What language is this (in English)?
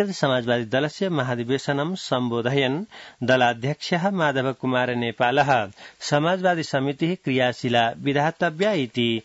Sanskrit